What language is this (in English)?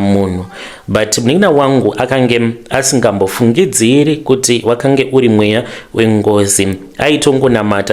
Shona